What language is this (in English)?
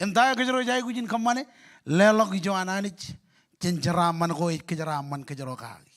Marshallese